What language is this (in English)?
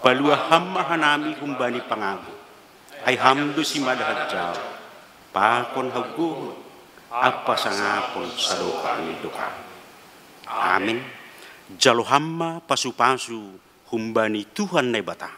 Batak Simalungun